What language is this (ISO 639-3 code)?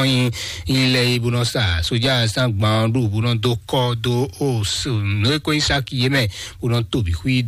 fon